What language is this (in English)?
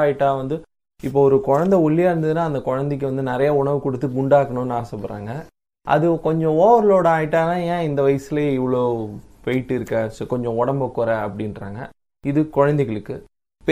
Tamil